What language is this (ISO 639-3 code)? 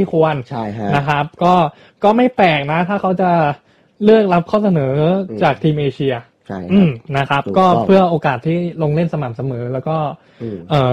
tha